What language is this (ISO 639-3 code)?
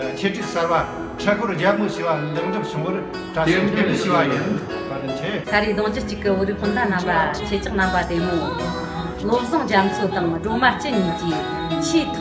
bod